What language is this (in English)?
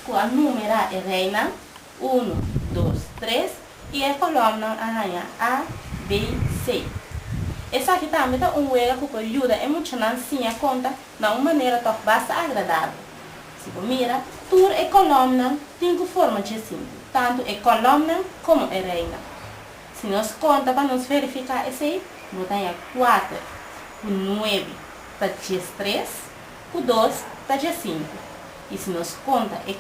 Papiamento